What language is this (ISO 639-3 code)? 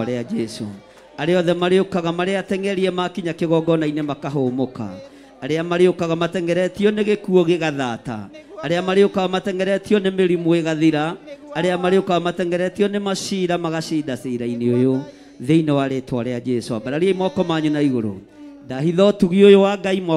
kik